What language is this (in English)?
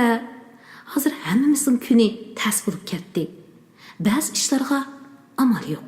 Uyghur